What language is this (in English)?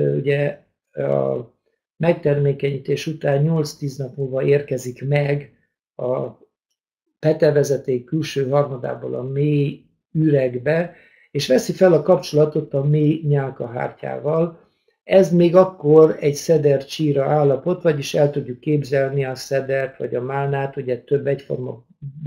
Hungarian